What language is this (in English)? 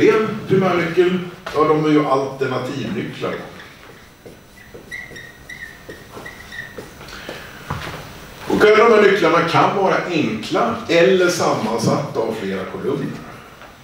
Swedish